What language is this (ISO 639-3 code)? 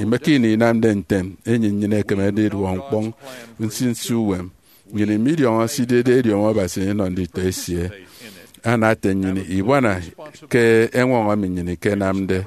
efi